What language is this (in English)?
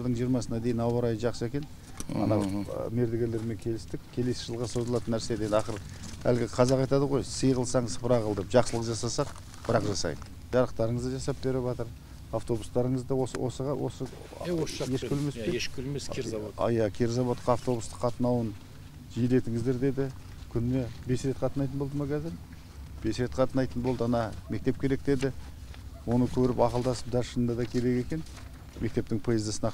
Kazakh